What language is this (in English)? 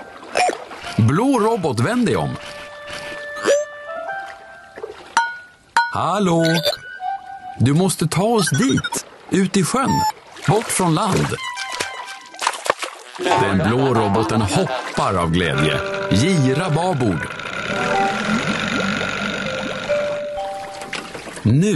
Swedish